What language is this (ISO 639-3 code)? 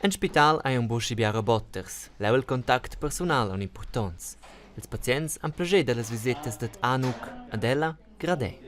roh